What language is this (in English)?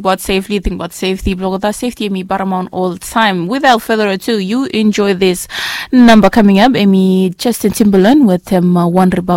Bislama